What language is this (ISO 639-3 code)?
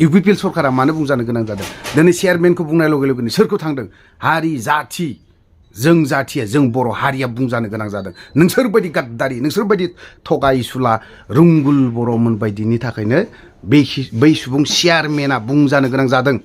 brx